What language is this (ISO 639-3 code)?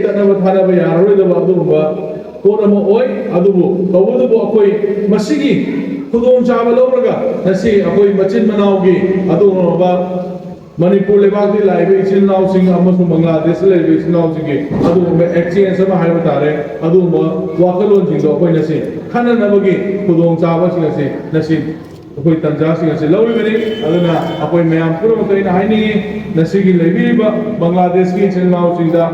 mni